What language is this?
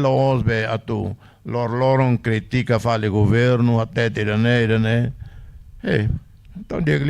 Tetum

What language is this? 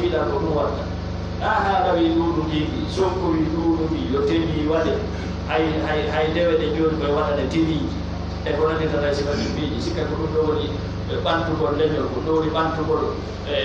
Pular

